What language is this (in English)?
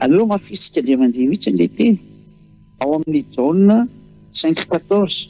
Malagasy